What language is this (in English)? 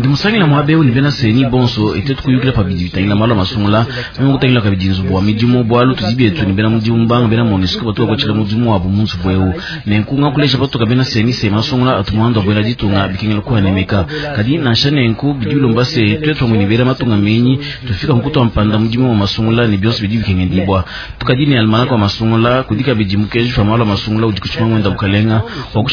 Luba-Lulua